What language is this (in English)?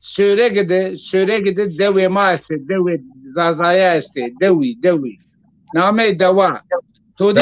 Zaza